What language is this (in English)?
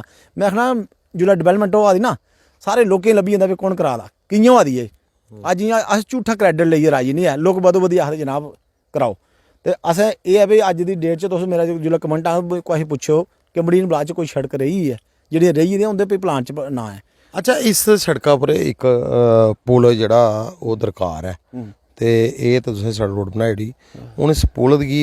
Dogri